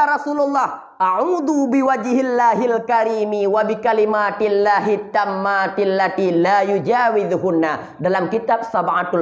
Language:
Achinese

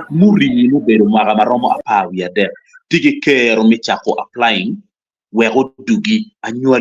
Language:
Acoli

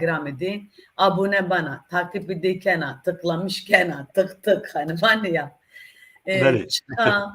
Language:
Zaza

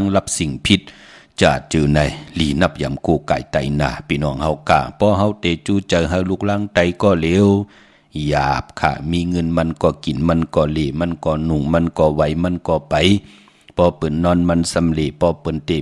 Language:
Shan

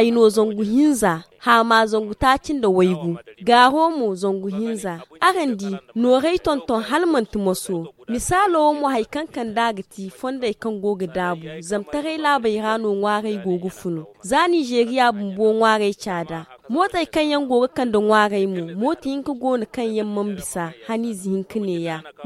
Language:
Zarma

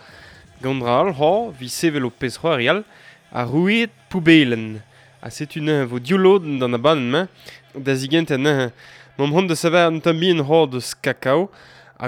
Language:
Breton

